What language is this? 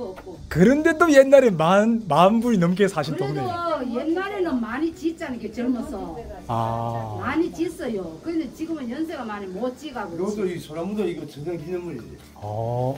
Korean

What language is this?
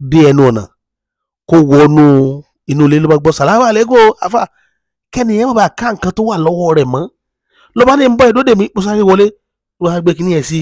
Yoruba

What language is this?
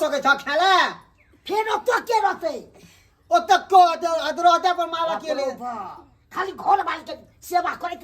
Maithili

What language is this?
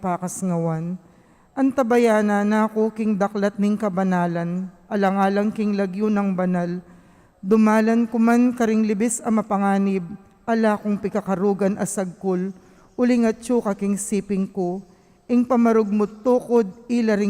Pampanga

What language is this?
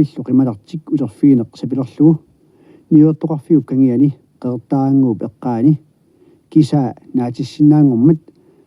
Kalaallisut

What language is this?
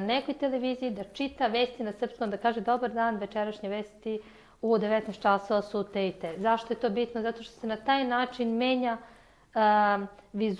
Serbian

